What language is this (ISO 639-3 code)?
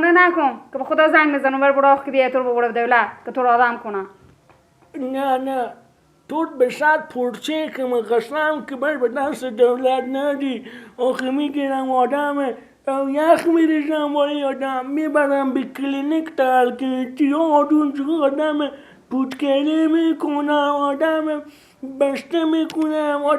fas